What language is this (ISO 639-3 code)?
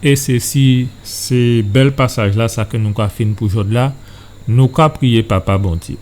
gcf